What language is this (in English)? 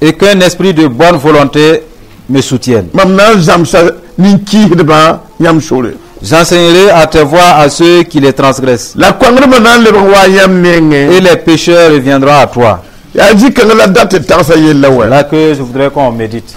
Mossi